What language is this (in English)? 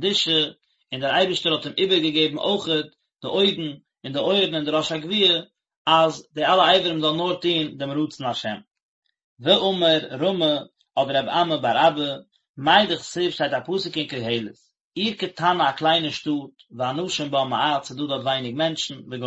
Yiddish